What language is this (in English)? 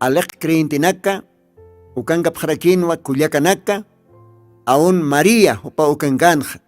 Aymara